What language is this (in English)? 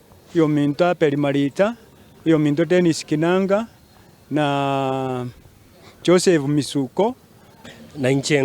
Gusii